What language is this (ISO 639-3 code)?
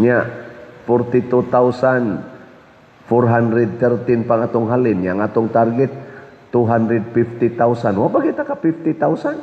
ceb